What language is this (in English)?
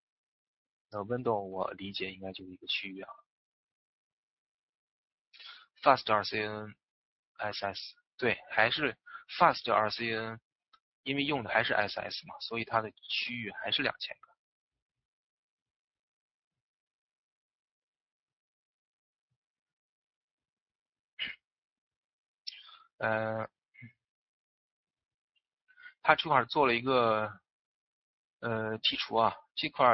Chinese